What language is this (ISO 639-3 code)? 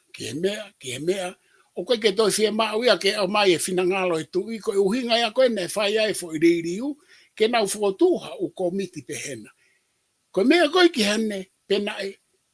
ton